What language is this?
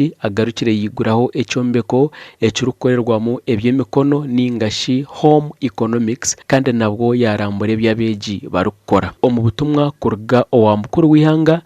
Nyankole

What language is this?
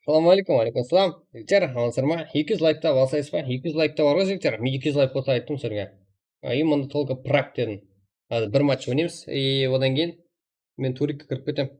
Kara-Kalpak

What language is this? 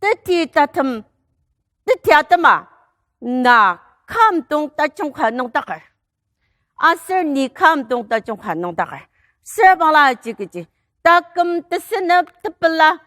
Ao Naga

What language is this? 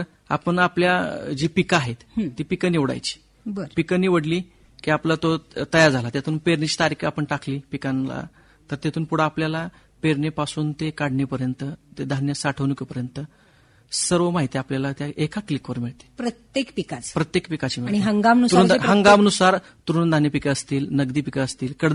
Marathi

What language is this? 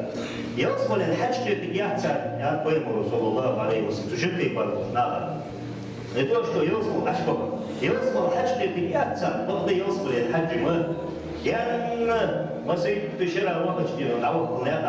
Ingush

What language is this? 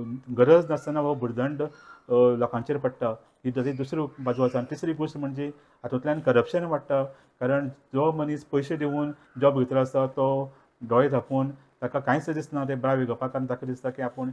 Konkani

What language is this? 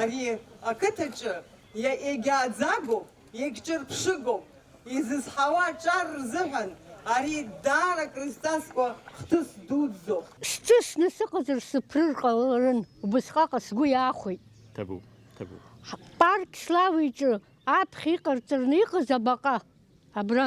Abkhazian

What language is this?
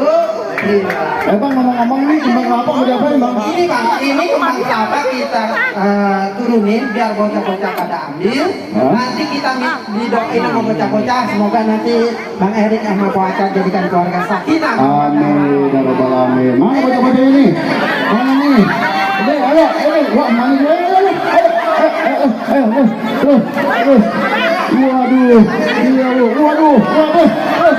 Betawi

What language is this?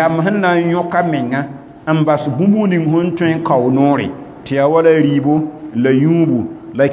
Mossi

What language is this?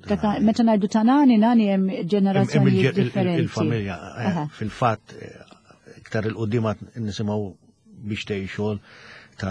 Maltese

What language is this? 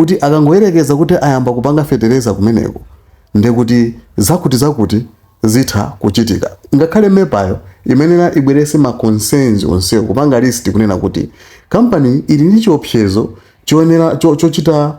Nyanja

